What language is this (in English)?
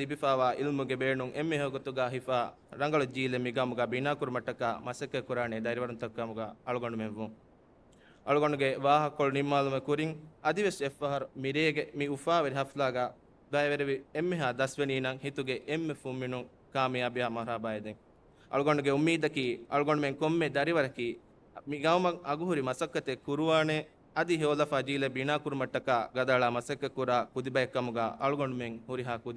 Divehi